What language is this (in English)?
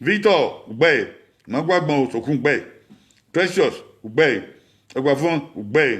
Bini